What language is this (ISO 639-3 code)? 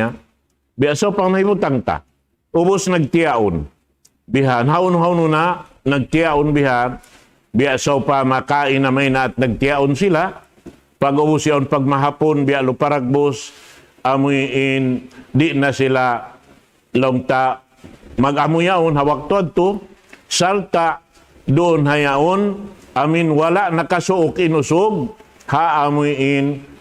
tsg